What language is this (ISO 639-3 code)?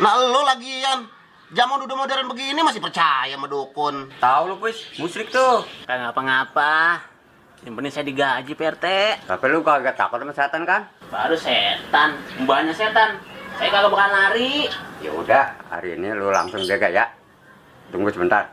bew